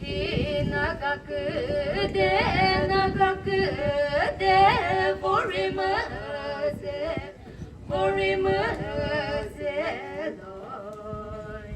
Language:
Chokri Naga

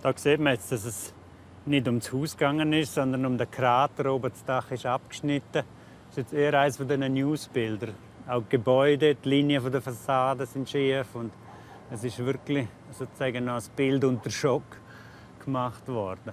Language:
Romansh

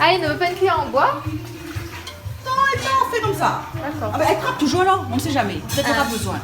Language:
Réunion Creole French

